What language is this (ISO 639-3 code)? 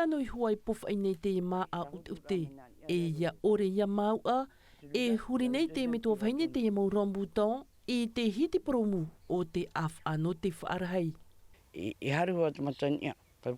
tah